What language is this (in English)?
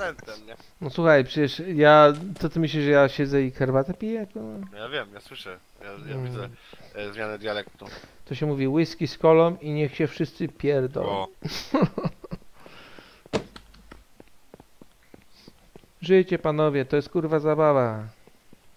Polish